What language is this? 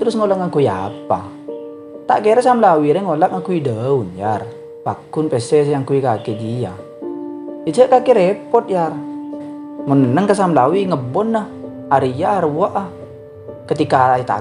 Madurese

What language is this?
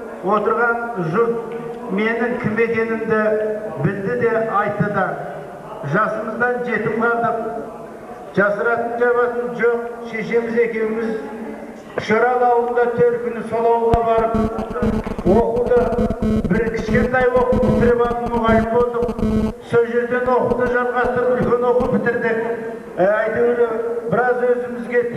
Kazakh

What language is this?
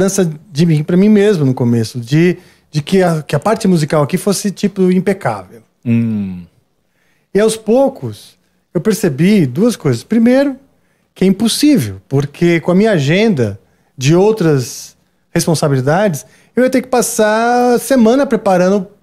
Portuguese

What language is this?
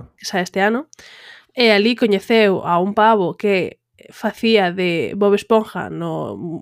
Galician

